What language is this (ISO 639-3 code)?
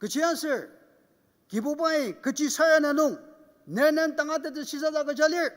njo